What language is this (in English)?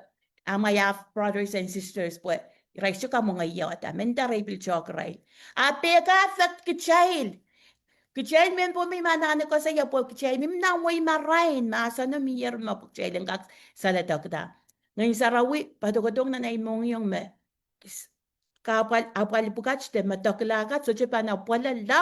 Pohnpeian